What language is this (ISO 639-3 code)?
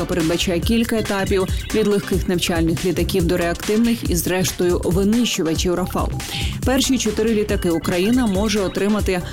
ukr